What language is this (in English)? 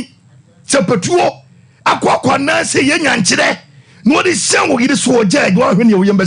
Akan